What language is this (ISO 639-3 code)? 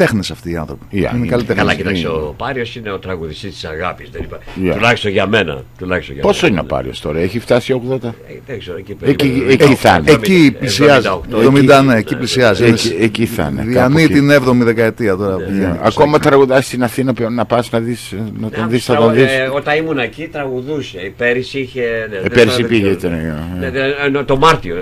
ell